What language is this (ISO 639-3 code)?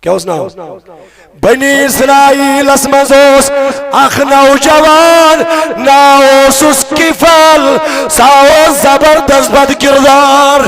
kas